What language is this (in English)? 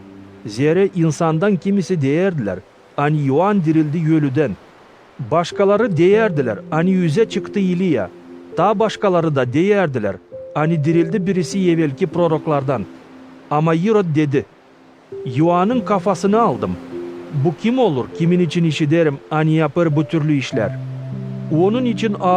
Gagauz